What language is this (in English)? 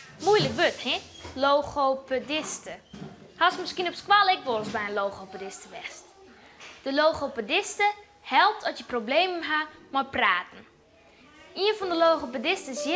Western Frisian